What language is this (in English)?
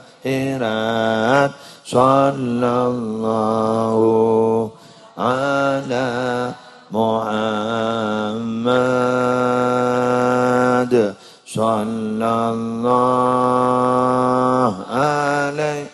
Madurese